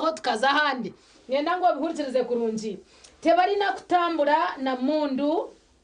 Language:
Nyankole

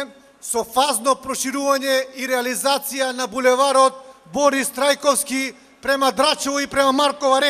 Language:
Macedonian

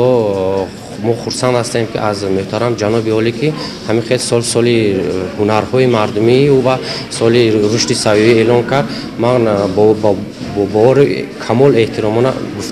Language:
Tajik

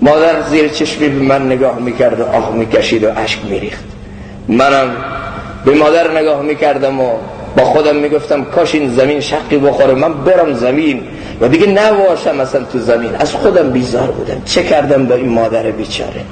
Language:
Persian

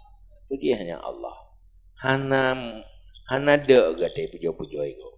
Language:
Achinese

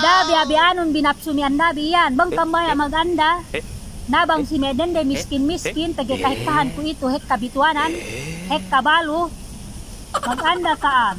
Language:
Yakan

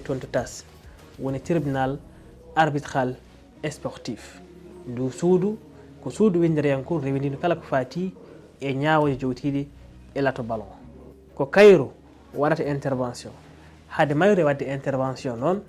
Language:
Fula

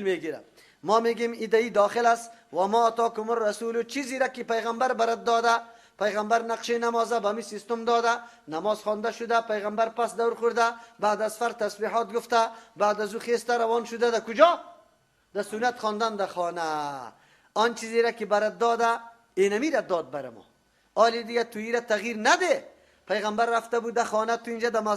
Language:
Persian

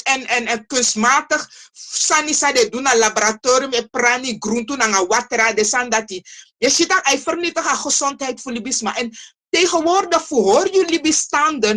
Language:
Sranan Tongo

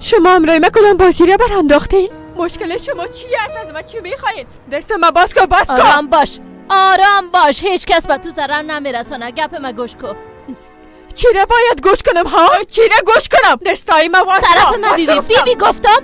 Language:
Persian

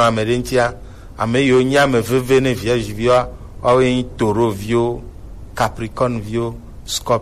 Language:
Gen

